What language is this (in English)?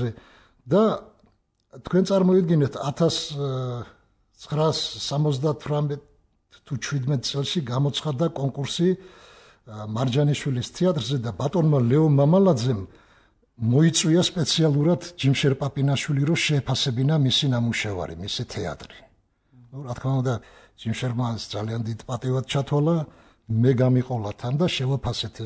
Georgian